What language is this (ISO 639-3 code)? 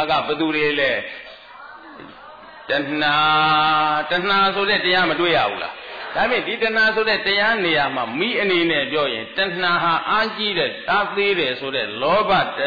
mya